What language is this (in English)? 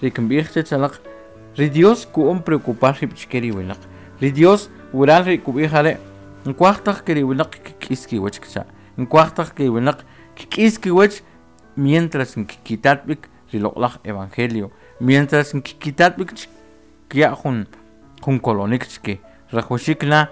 Kʼicheʼ